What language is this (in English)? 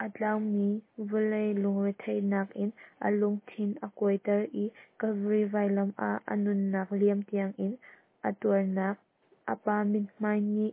Hakha Chin